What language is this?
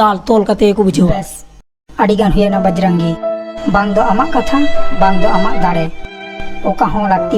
Santali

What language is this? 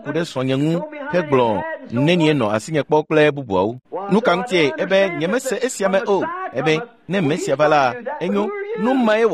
Ewe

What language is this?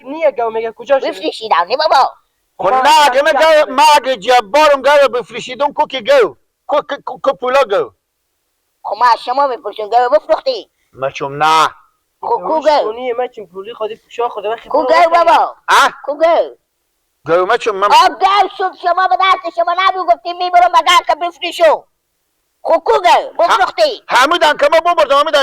Persian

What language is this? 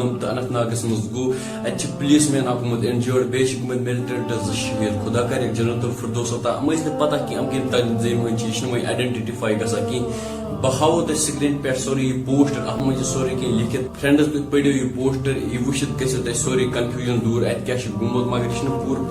Kashmiri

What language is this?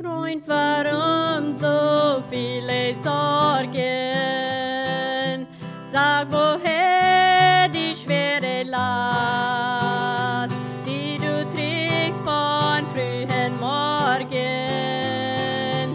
Plautdietsch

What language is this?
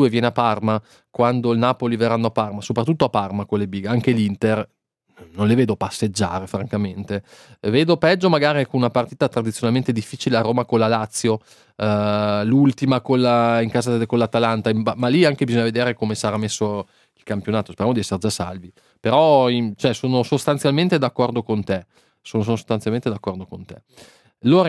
Italian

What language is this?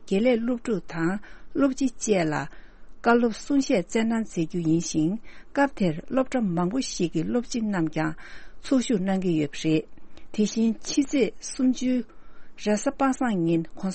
Tibetan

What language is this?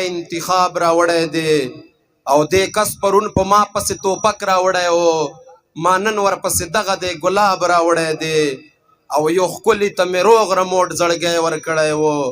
Pashto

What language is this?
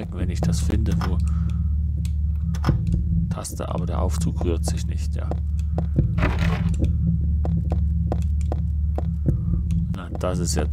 German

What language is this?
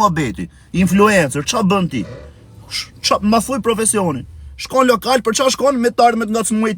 Albanian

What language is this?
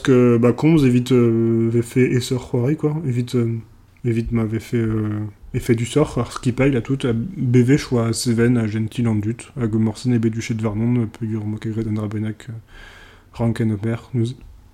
Breton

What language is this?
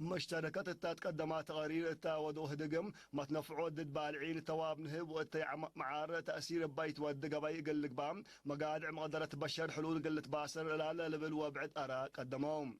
Tigre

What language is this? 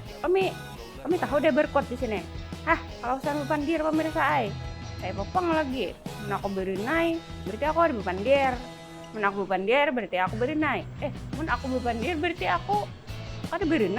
Banjar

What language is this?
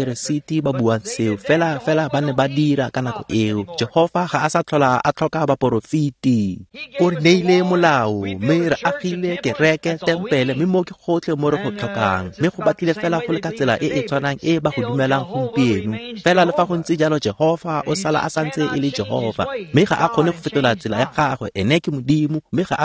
Tswana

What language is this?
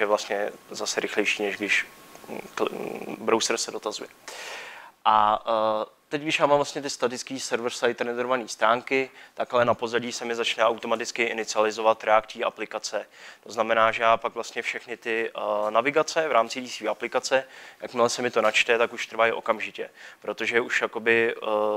Czech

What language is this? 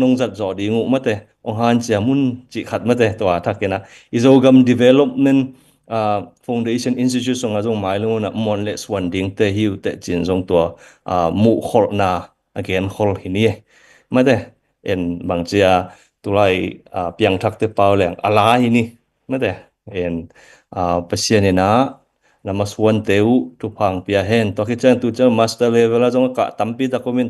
Tedim Chin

